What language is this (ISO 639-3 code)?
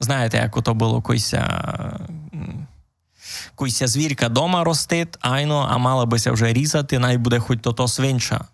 rue